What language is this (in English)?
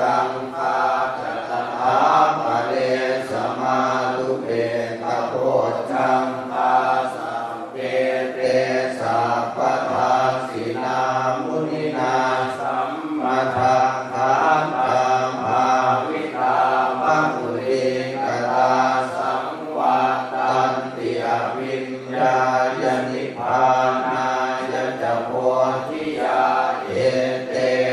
Pali